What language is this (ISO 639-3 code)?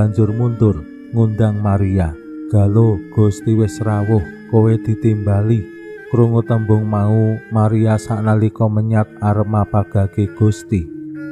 jav